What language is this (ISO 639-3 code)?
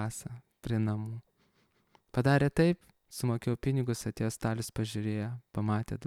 lit